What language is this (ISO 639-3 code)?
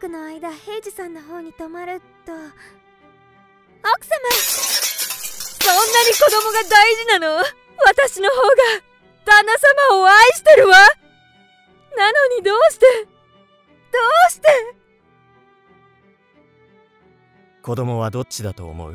jpn